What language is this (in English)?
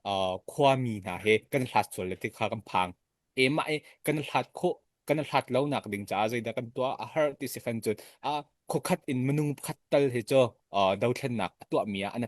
Hakha Chin